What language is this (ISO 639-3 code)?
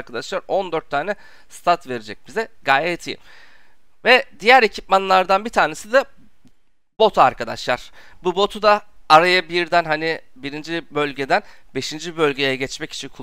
tur